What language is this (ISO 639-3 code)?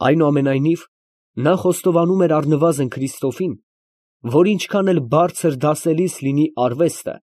hye